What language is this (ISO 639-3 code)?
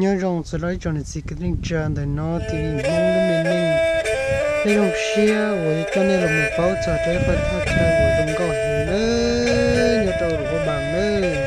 hmn